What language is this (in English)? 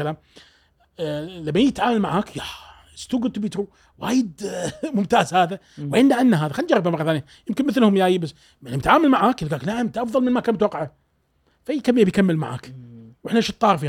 Gulf Arabic